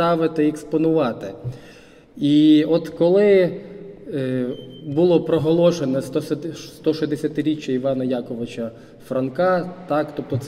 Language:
Ukrainian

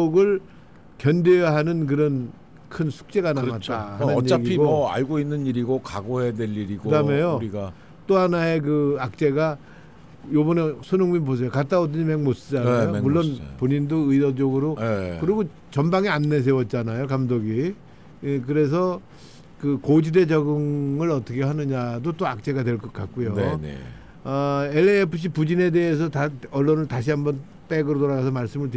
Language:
Korean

